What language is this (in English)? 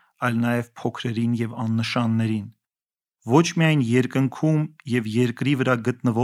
Armenian